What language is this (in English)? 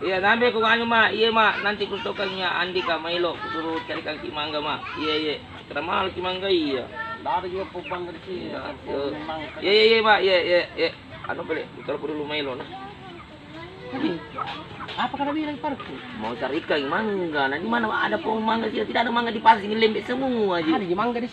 Makassar Malay